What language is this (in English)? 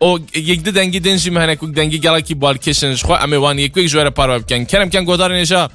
Kurdish